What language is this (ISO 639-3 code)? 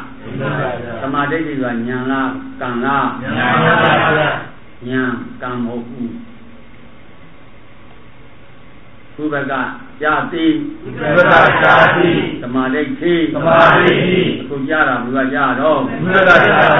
mya